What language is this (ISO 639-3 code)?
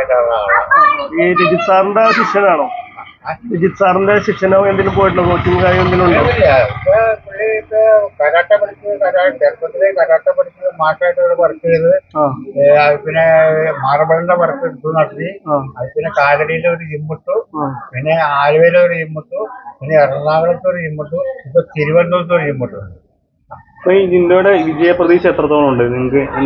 mal